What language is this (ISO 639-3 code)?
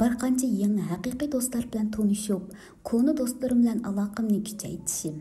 uig